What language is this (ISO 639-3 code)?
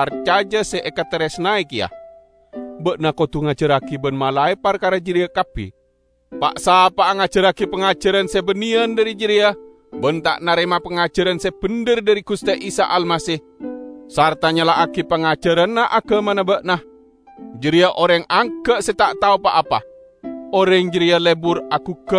mad